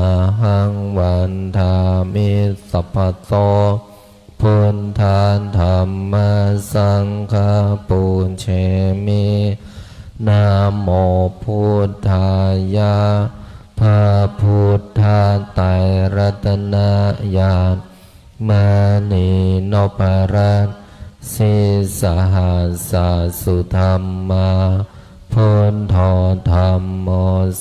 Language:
Pali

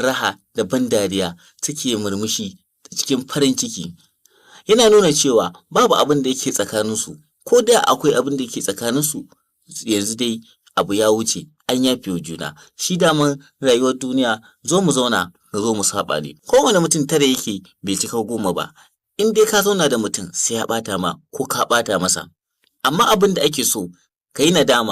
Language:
Hausa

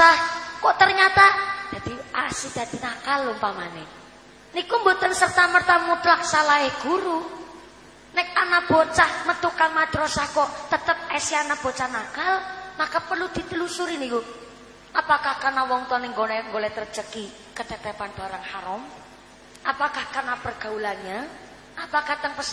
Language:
Javanese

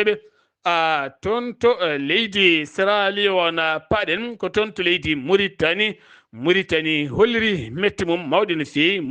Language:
Fula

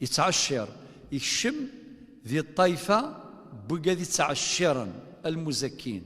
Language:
Kabyle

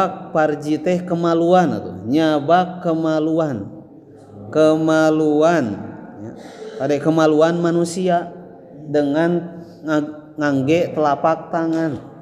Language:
Sundanese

